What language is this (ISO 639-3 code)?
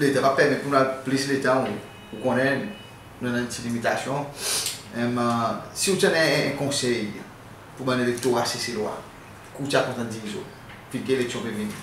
crs